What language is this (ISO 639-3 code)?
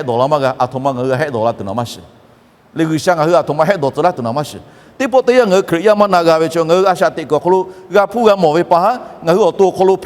lhu